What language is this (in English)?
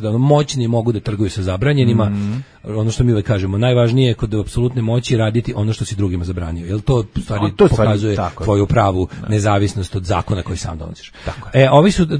Serbian